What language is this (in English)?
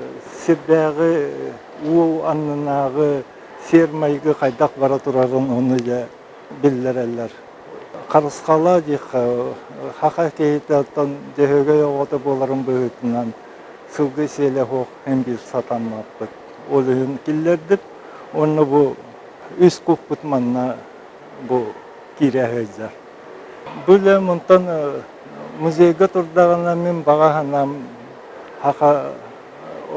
Yakut